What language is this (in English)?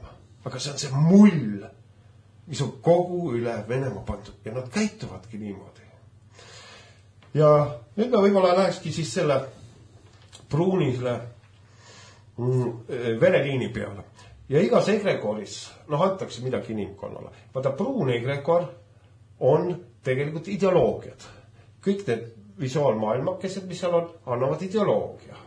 Estonian